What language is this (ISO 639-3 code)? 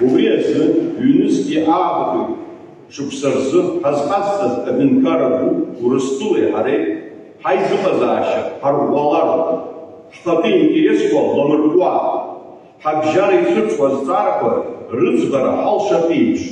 abk